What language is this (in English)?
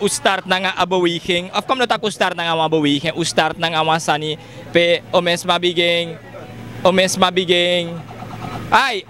Sranan Tongo